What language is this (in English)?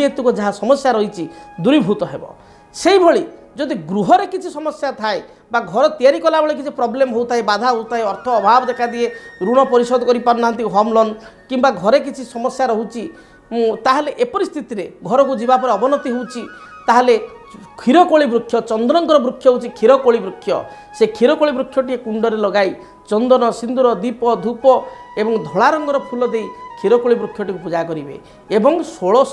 Odia